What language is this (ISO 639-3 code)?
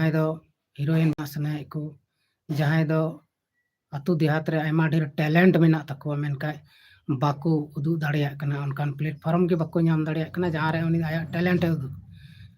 sat